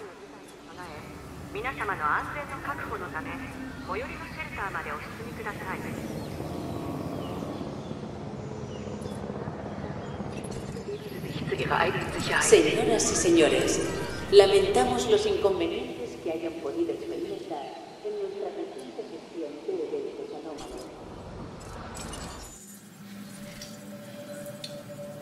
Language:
Spanish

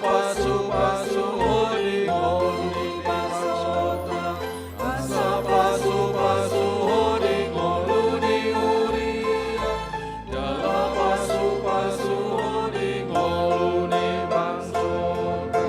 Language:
Batak Toba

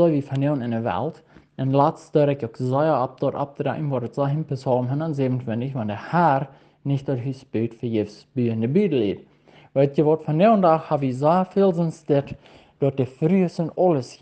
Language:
Plautdietsch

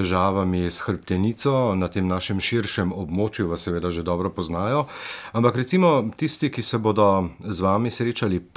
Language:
Slovenian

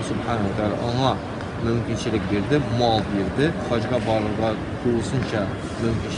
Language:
Tatar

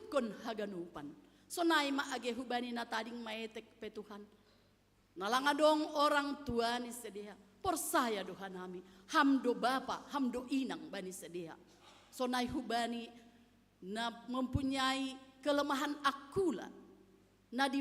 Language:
Batak Simalungun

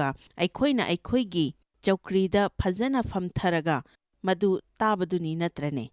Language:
Manipuri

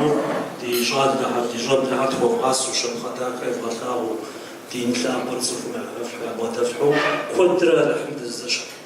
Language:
Kabardian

